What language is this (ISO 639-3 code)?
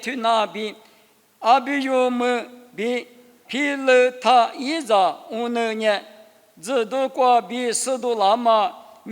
lis